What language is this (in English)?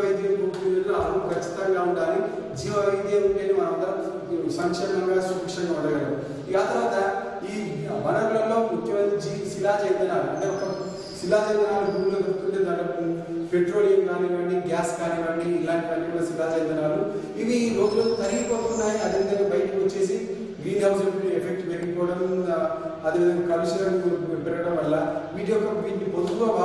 Telugu